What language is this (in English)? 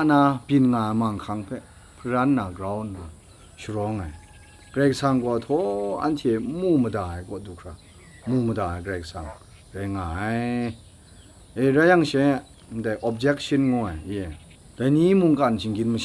Kachin